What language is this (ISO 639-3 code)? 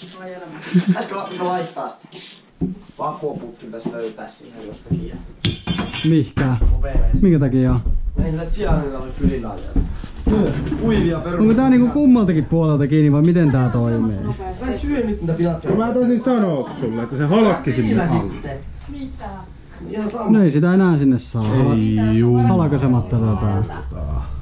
fin